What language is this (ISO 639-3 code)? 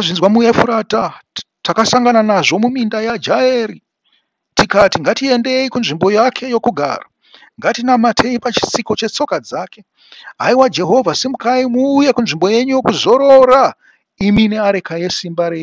sna